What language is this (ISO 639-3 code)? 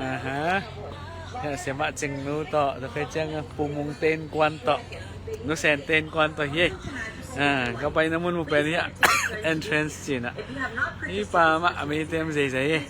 ctd